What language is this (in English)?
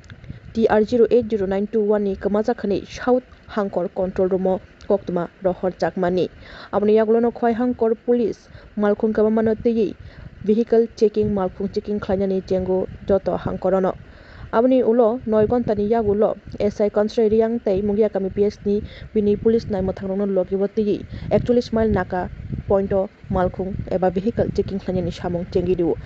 Kok Borok